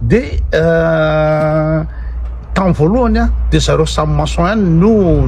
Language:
Malagasy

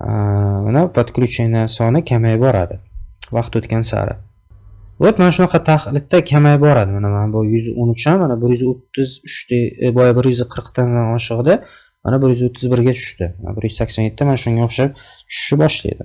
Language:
Uzbek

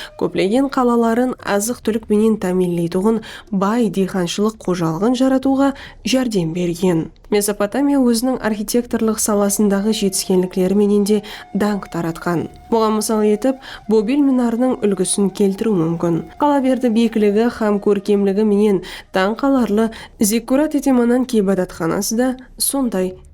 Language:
Kara-Kalpak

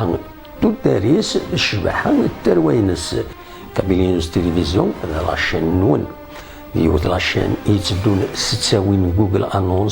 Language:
Kabyle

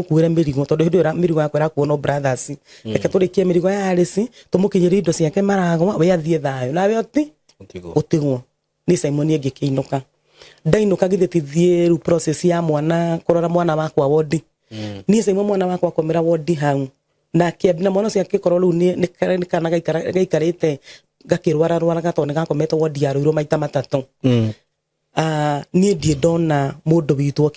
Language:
Kikuyu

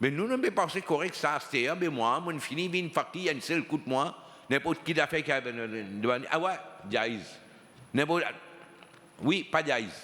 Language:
Morisyen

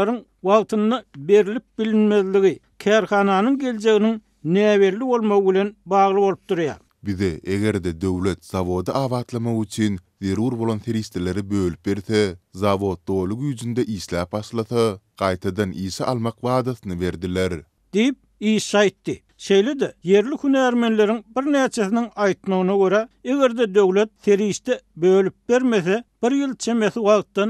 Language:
Turkmen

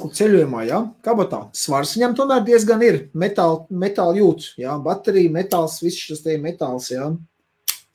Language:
Latvian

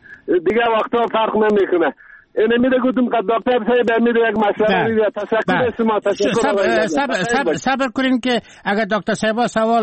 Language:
Persian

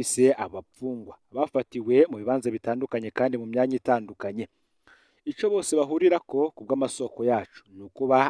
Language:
Rundi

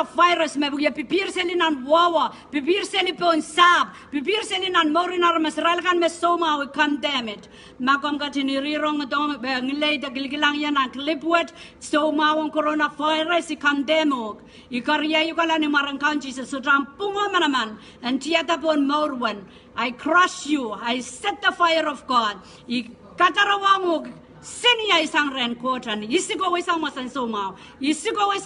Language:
Pohnpeian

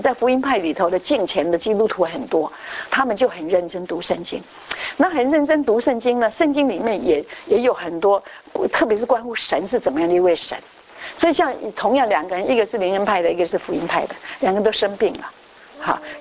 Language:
Chinese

